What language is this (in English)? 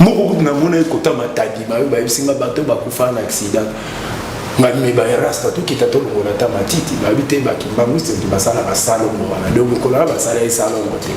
Lingala